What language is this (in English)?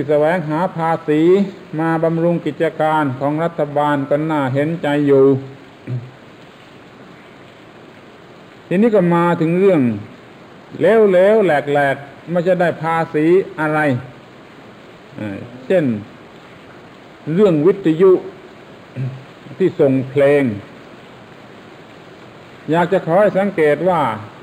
Thai